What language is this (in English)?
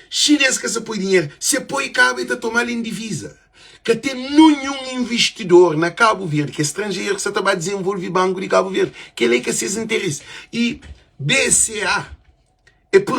Kabuverdianu